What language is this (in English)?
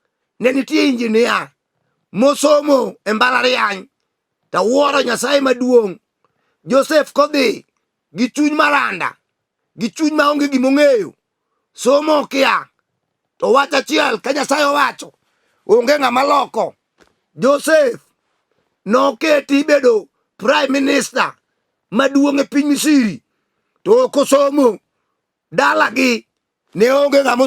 Luo (Kenya and Tanzania)